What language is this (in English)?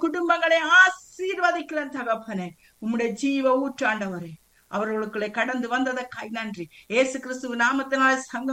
Tamil